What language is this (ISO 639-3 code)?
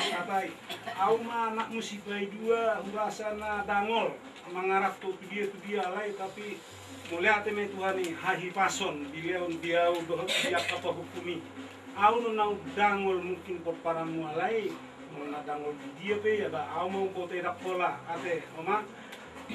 bbc